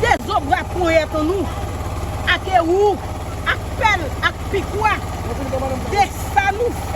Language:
Haitian Creole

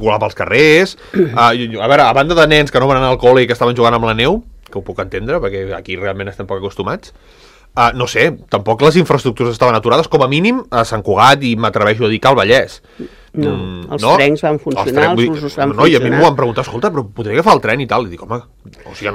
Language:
Catalan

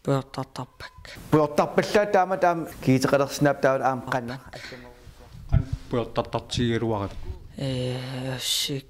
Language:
Kalaallisut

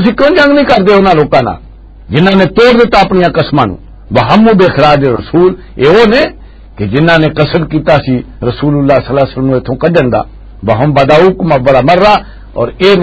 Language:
Western Panjabi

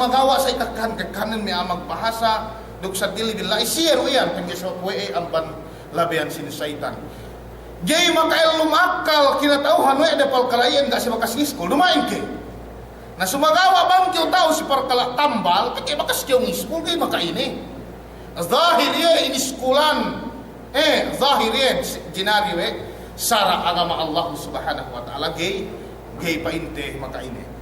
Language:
Yakan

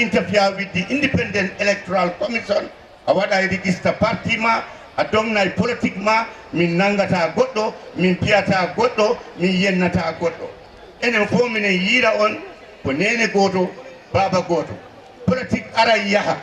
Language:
Fula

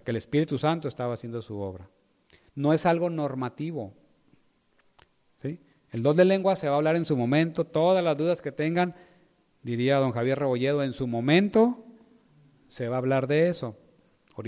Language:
Spanish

